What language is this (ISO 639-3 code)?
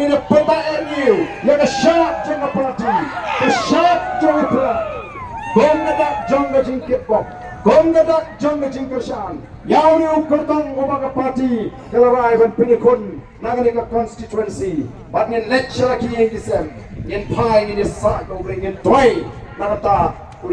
kha